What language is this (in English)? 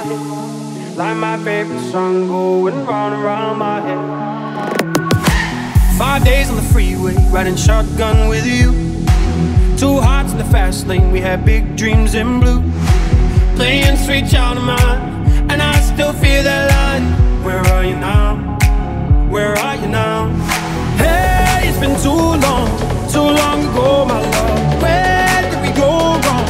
English